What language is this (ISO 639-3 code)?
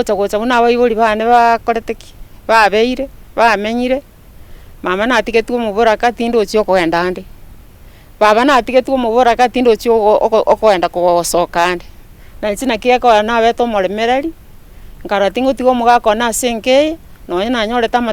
guz